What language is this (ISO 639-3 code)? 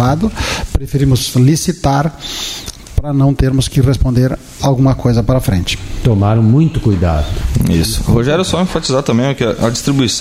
por